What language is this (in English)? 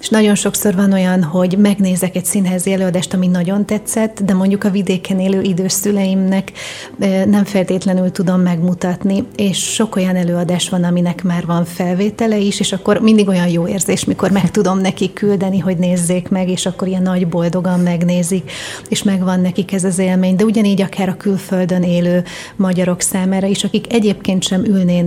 Hungarian